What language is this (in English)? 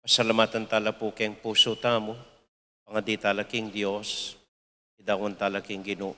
Pampanga